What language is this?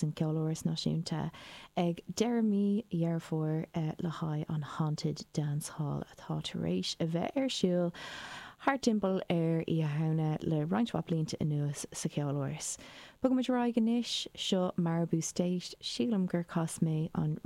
Irish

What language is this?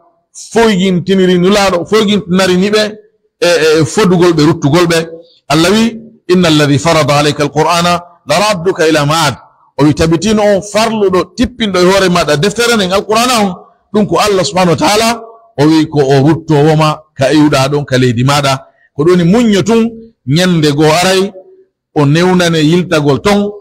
Pular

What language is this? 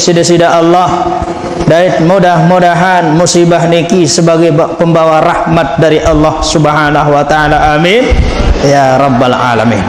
Sasak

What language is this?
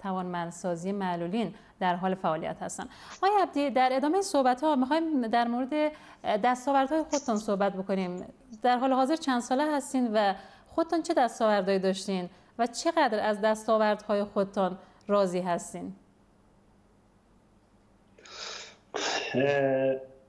Persian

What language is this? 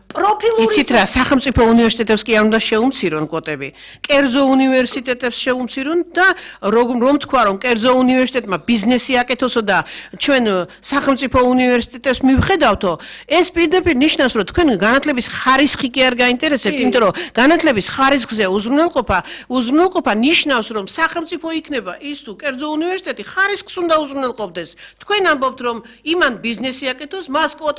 Georgian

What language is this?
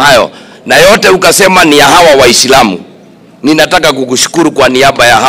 Swahili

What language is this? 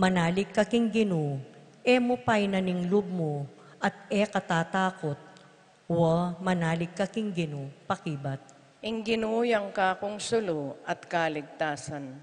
Pampanga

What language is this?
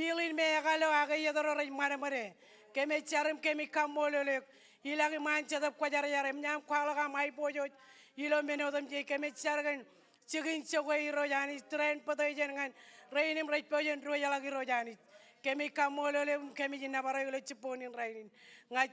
Marshallese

